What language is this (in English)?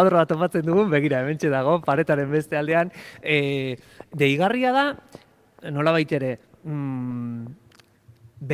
Basque